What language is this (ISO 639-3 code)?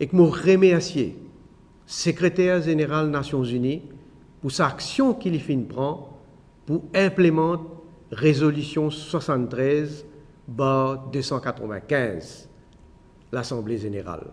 mfe